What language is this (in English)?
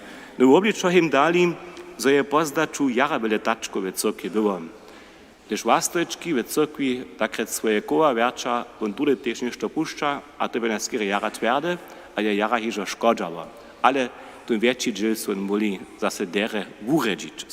Upper Sorbian